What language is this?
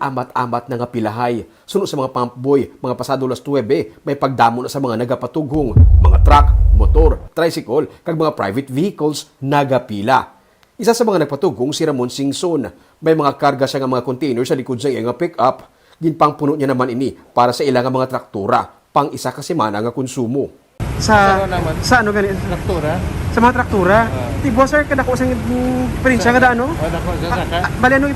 Hiligaynon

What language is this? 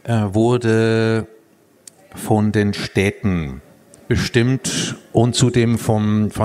German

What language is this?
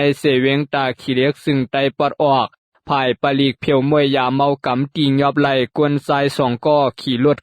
Shan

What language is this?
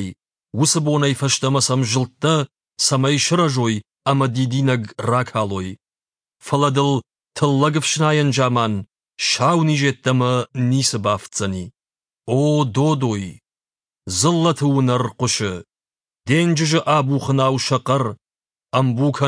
Ossetic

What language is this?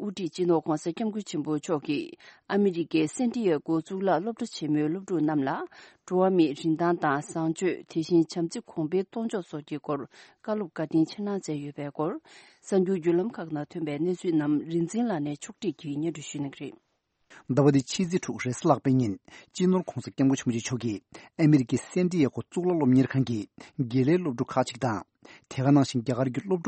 Tibetan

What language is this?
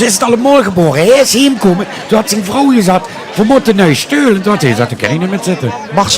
Limburgish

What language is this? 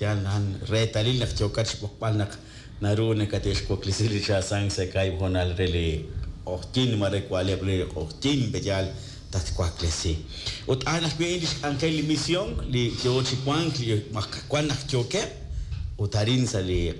Kekchí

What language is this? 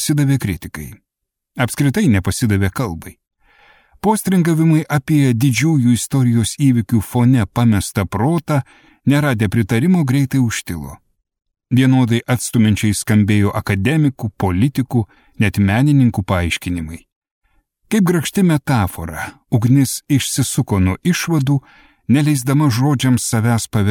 Lithuanian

